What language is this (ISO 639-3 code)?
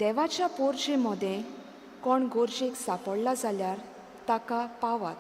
kok